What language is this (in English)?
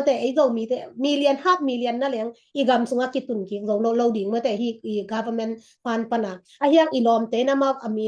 Tedim Chin